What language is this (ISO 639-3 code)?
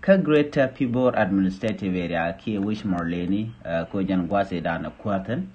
nus